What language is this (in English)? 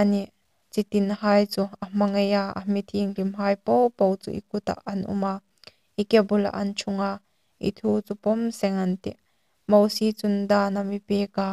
Hmar